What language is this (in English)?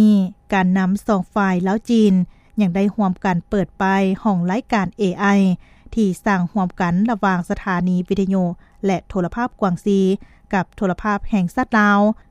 Lao